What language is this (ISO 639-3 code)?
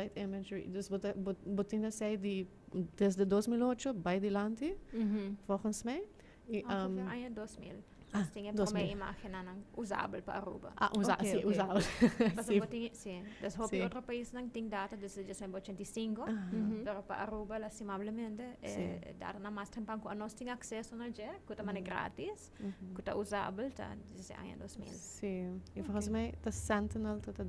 pap